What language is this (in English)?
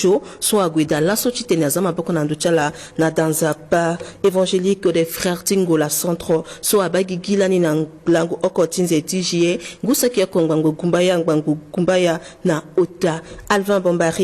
Sango